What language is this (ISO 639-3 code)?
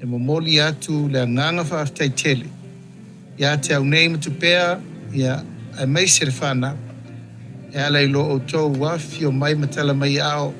smo